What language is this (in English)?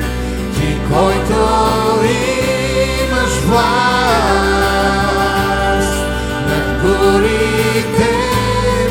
Bulgarian